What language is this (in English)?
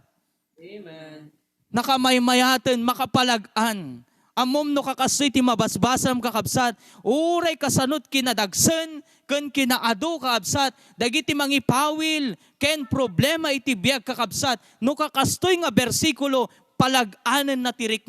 Iloko